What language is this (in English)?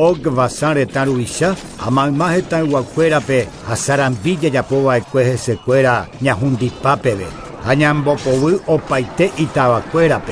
Guarani